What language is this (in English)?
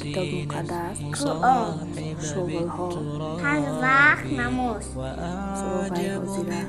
Tajik